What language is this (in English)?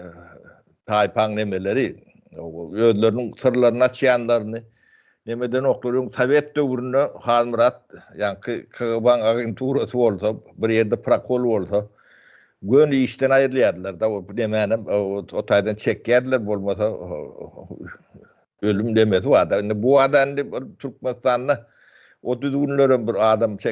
Turkmen